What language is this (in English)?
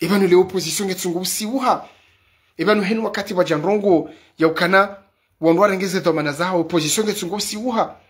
Ngazidja Comorian